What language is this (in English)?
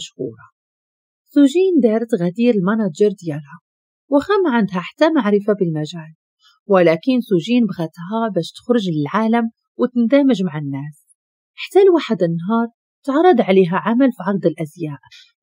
Moroccan Arabic